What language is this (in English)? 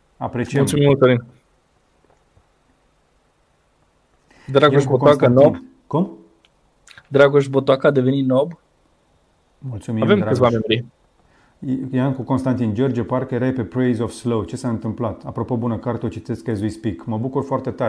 Romanian